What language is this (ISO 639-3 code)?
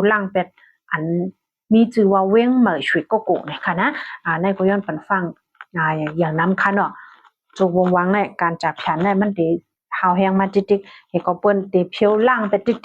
shn